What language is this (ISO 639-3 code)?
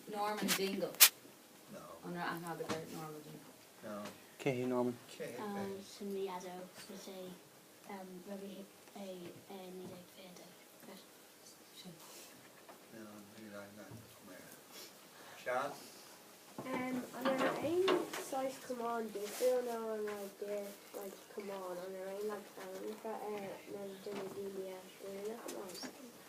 gle